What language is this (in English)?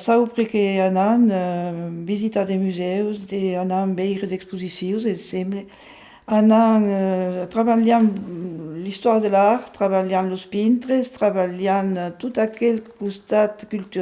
Occitan